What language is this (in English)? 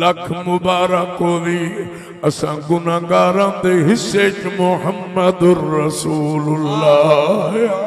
Saraiki